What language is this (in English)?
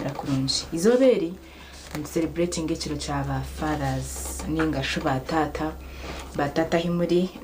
Nyankole